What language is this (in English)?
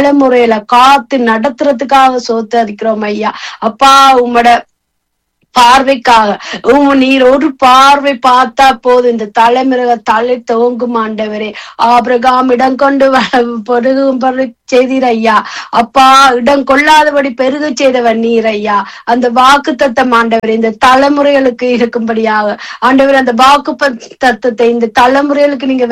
Tamil